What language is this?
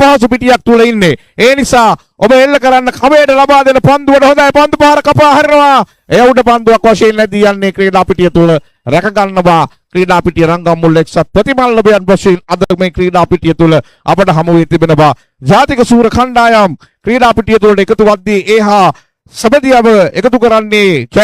Sinhala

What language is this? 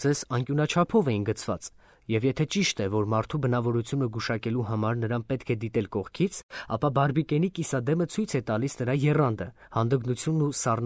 Armenian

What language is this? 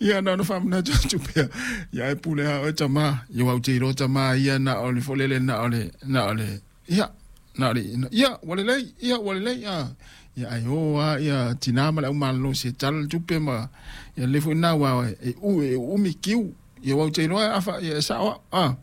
Samoan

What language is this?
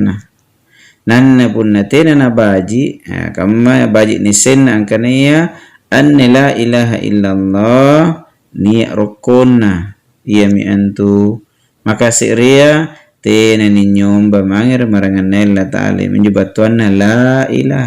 Makasar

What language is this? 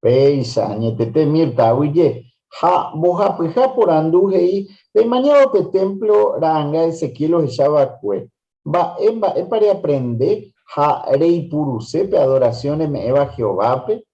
Guarani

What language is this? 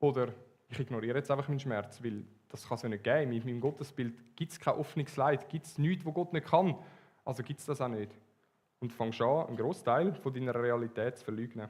Swiss German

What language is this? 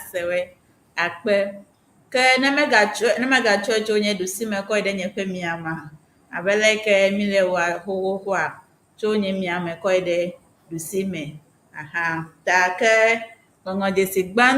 Ewe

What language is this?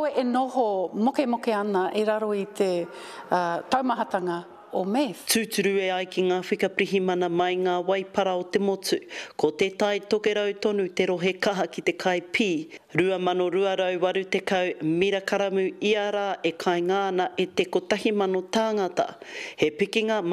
Māori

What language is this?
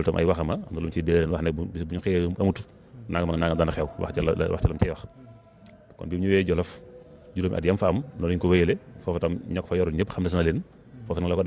Wolof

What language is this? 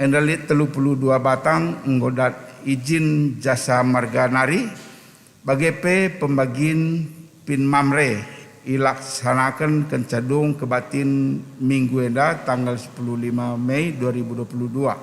Batak Karo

